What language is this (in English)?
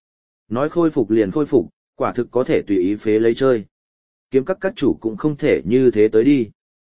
Vietnamese